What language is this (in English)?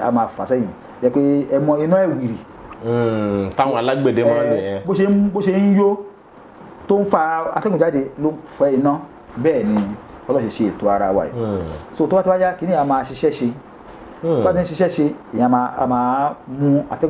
Yoruba